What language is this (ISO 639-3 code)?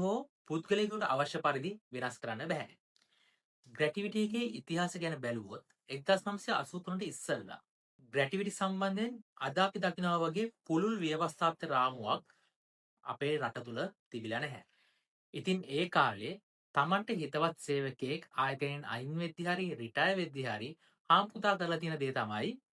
sin